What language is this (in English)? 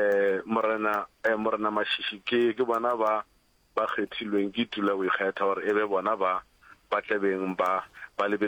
Northern Sotho